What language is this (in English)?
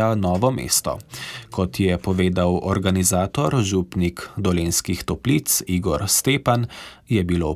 Slovenian